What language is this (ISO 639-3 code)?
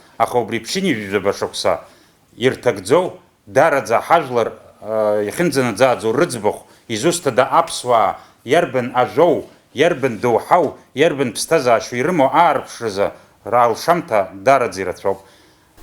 abk